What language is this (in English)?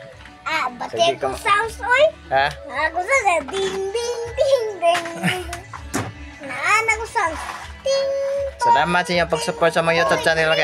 Cebuano